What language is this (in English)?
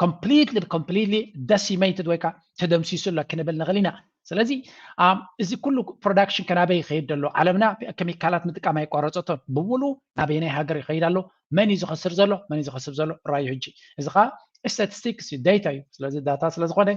Tigrinya